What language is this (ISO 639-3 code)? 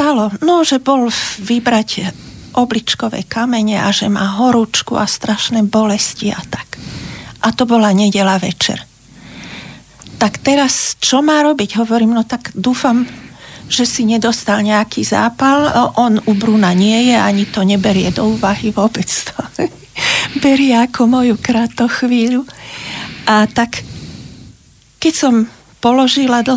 slk